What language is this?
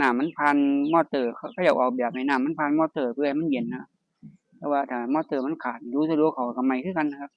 Northeastern Thai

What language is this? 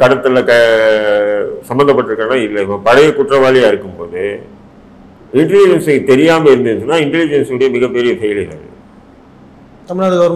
Tamil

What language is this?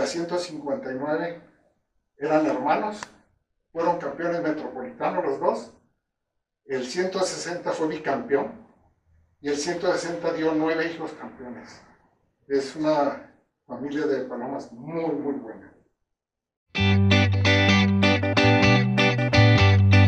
Spanish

